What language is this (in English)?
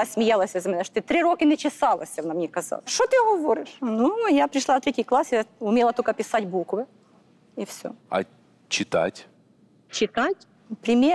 Ukrainian